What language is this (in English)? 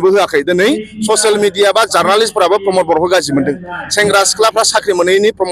Bodo